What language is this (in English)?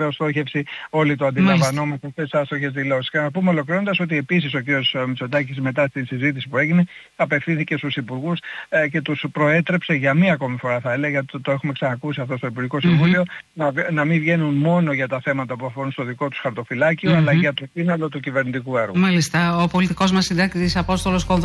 Greek